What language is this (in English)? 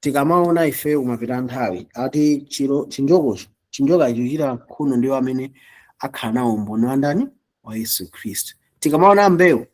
Nyanja